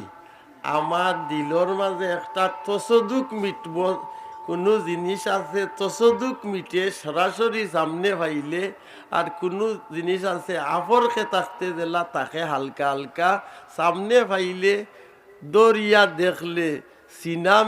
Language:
Sylheti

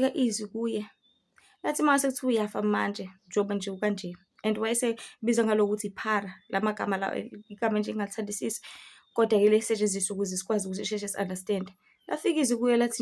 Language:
Zulu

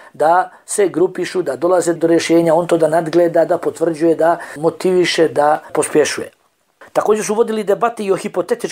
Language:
Bosnian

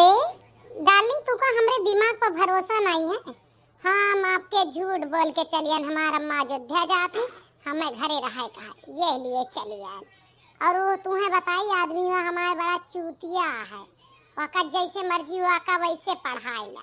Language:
Awadhi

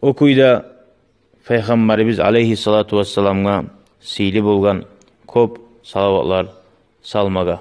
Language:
Kumyk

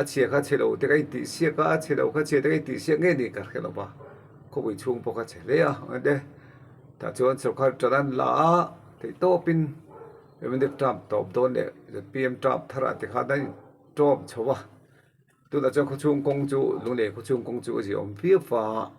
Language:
Mizo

